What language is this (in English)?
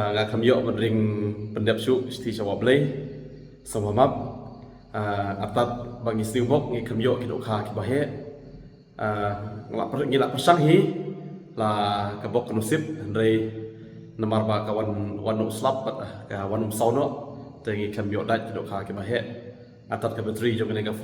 Khasi